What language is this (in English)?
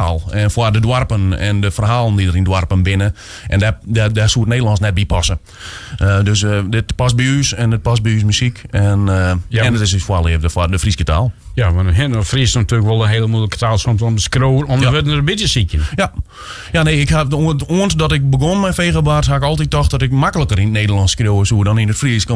Western Frisian